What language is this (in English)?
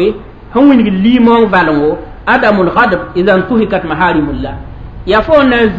Mossi